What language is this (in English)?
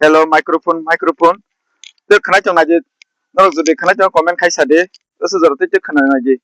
Kok Borok